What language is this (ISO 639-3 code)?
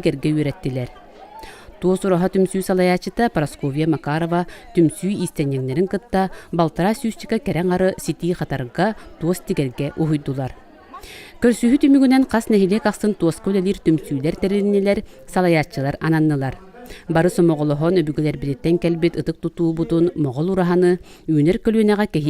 sah